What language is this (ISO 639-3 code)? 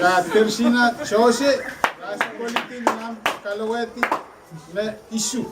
pon